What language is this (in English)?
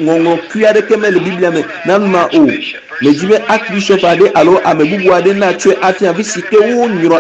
Ewe